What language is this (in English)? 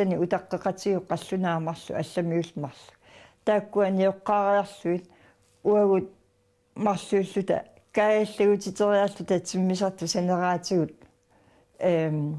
Kalaallisut